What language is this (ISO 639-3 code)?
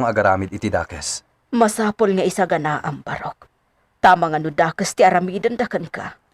ilo